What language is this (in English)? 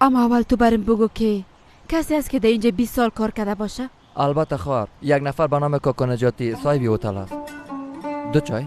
Persian